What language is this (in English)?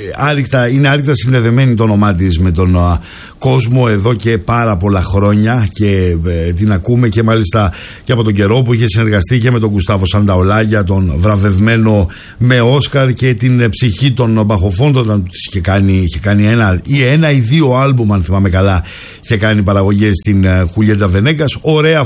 Greek